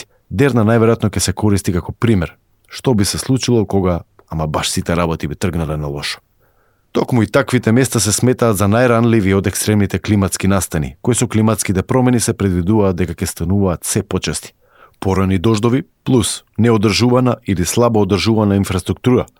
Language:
Macedonian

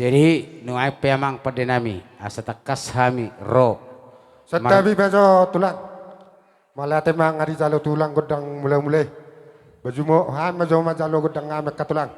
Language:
Batak Toba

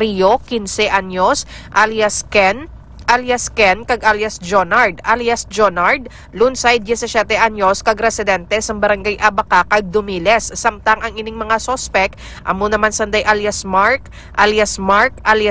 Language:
Hiligaynon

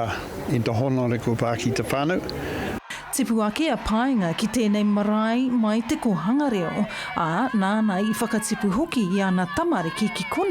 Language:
Māori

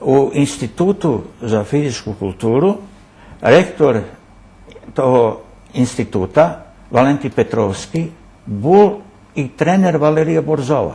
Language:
Rusyn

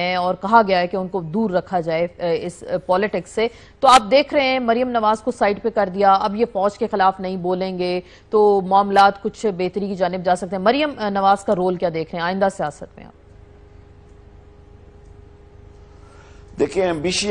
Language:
Urdu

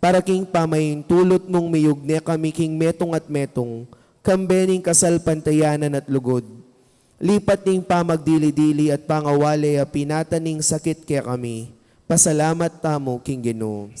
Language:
Pampanga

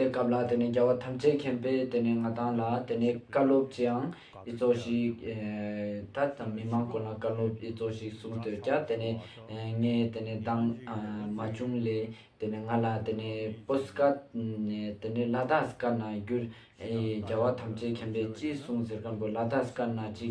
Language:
Ladakhi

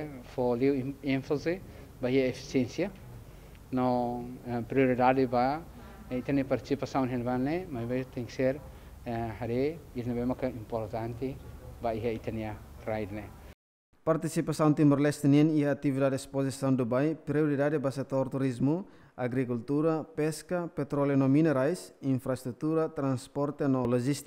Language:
Tetum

